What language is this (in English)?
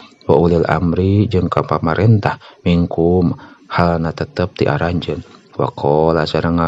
Sundanese